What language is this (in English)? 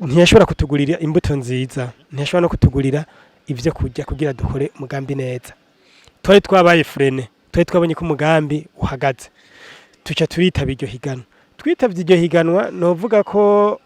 Rundi